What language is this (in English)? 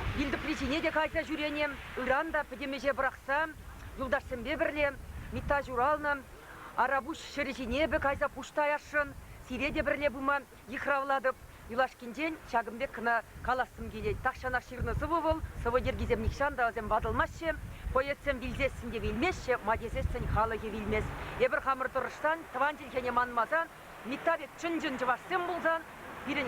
Chuvash